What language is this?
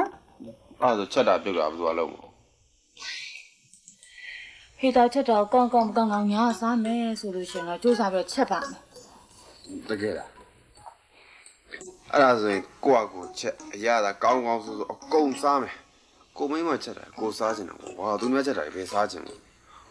Burmese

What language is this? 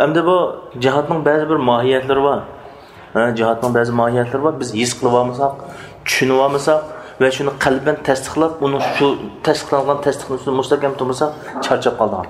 Uyghur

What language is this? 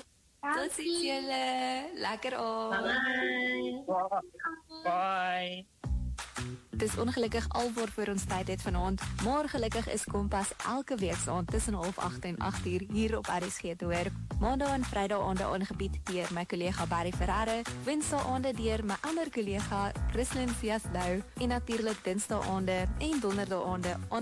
Afrikaans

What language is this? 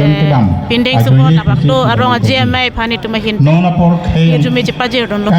Karbi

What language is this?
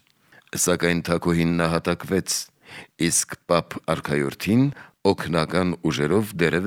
Armenian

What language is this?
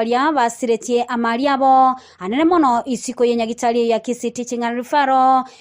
Gusii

